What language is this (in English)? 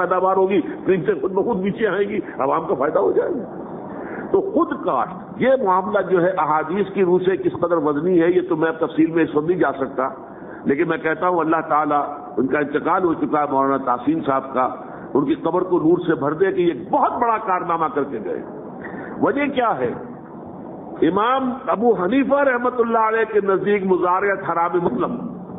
Urdu